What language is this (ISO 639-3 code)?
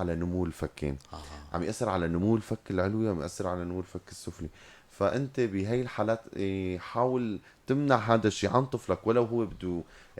apc